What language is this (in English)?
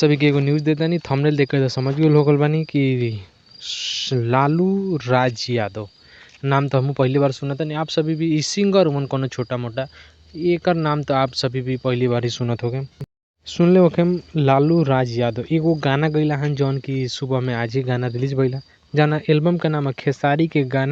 Bhojpuri